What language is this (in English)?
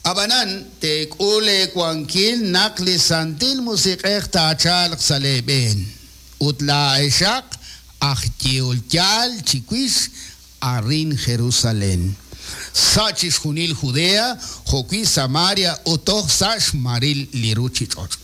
Kekchí